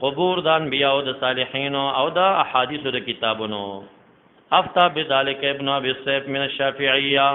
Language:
Pashto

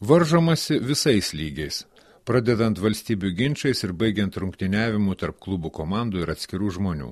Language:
Lithuanian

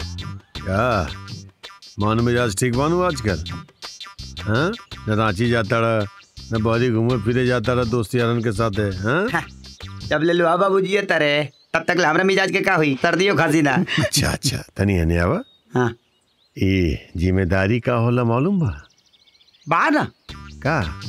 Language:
Bhojpuri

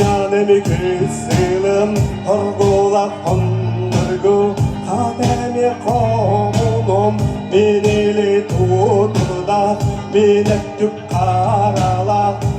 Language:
Yakut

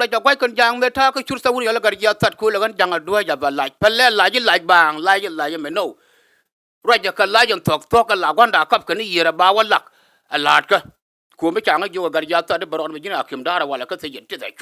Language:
Nuer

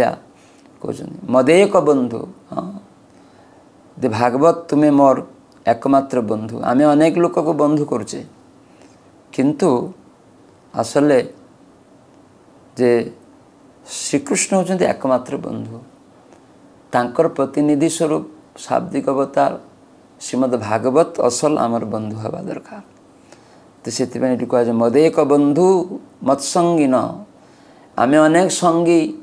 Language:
Odia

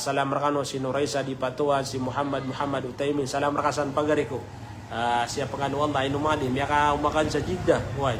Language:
Maranao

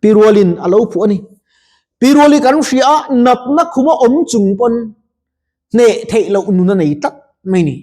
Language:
Mizo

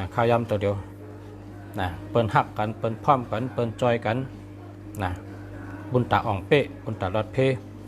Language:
Shan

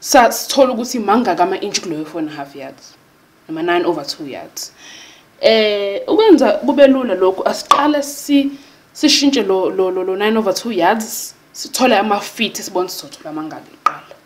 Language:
Zulu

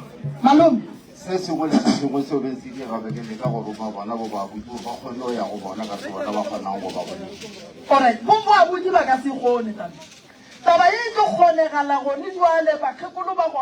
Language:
Northern Sotho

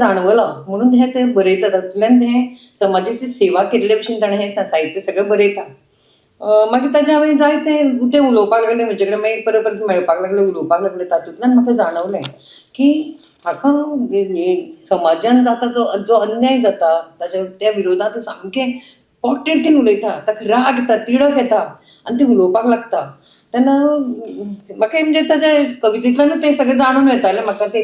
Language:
Konkani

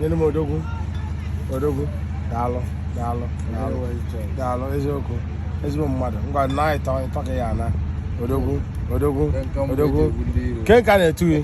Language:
Igbo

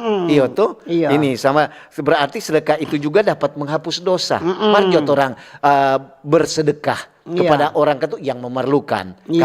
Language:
Manado Malay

